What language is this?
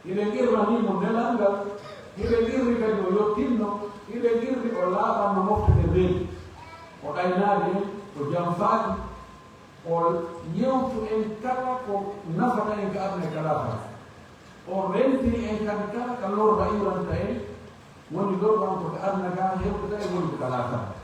Pular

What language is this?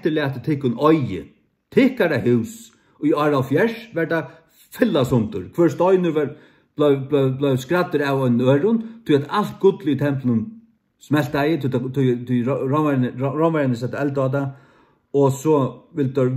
Faroese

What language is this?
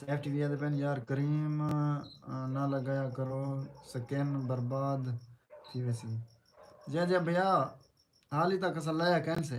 Saraiki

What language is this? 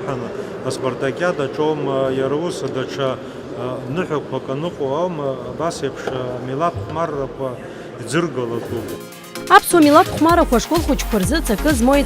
Abkhazian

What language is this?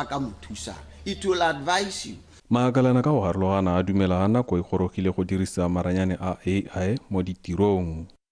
Tswana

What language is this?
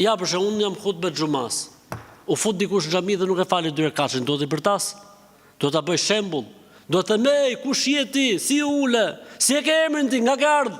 Albanian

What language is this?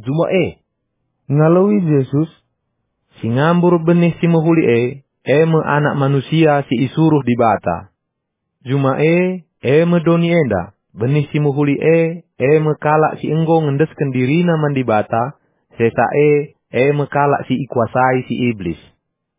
Batak Karo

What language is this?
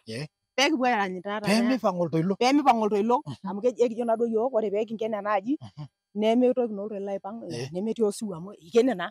Masai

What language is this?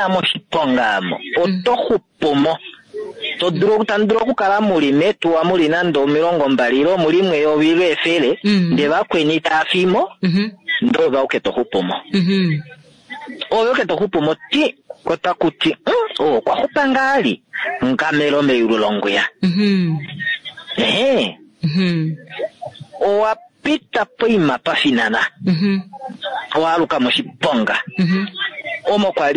Kuanyama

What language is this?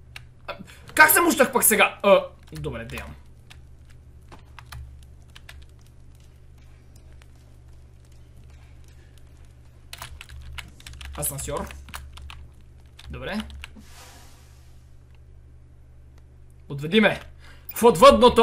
Bulgarian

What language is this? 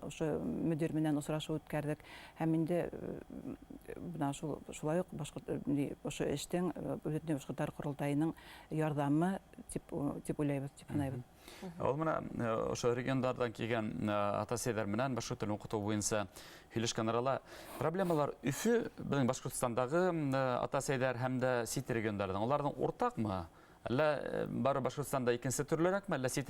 Bashkir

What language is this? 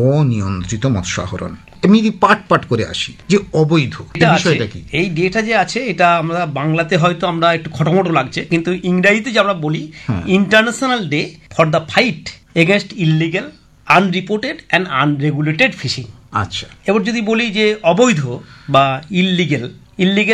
Bangla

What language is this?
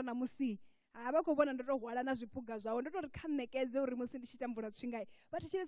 Venda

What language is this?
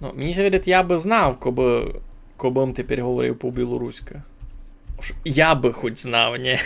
Rusyn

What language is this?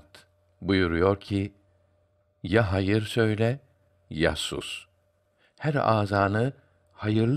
Turkish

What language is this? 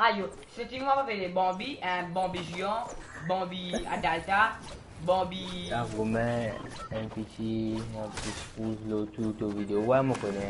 Morisyen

